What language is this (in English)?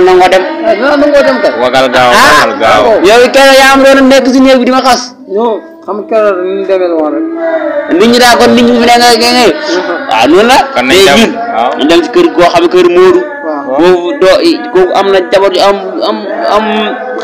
Wolof